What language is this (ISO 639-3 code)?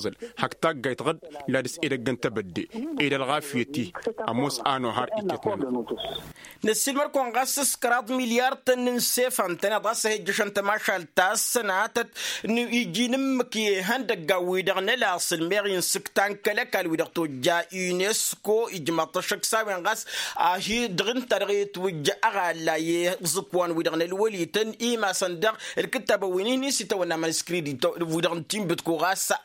taq